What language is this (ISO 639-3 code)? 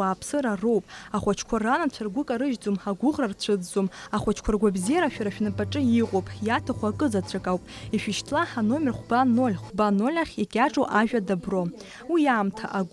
abk